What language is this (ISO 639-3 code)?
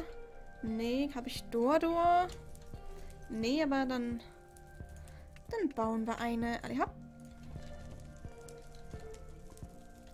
deu